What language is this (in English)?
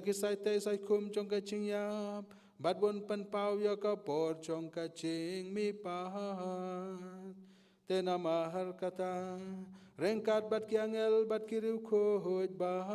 Khasi